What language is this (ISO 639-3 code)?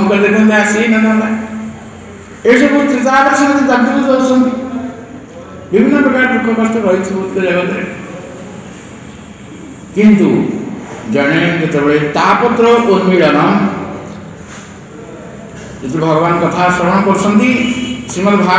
ori